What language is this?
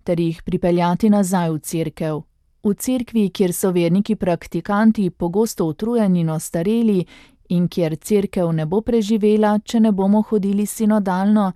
Slovenian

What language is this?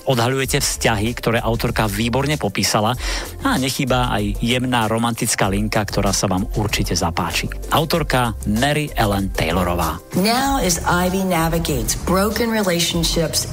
Slovak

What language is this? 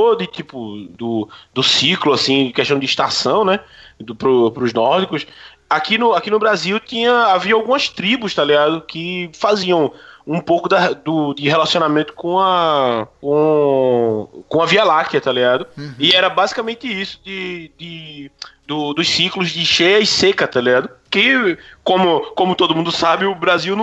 Portuguese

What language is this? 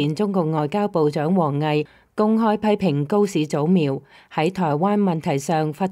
Cantonese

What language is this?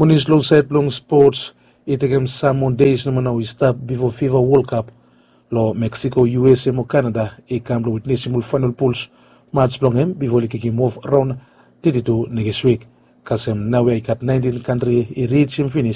Bislama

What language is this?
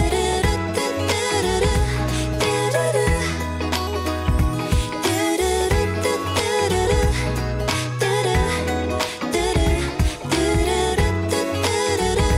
Korean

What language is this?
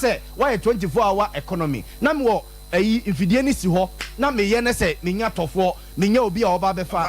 Akan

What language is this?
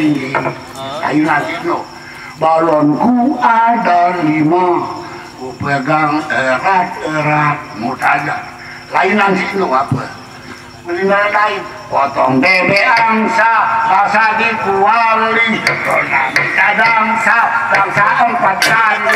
Sasak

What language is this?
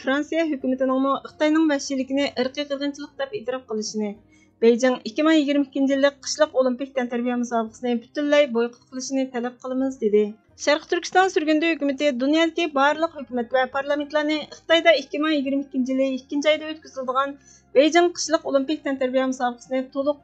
Uyghur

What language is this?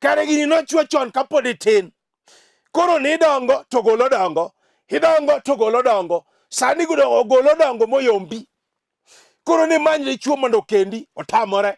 Luo (Kenya and Tanzania)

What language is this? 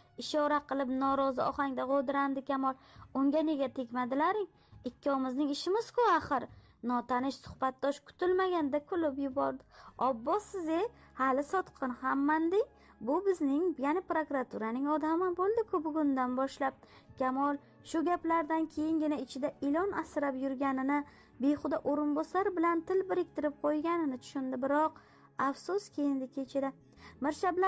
Uzbek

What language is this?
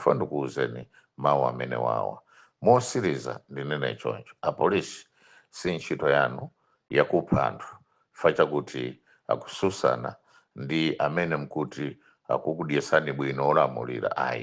Nyanja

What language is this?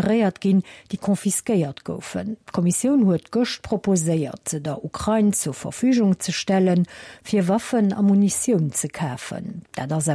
Luxembourgish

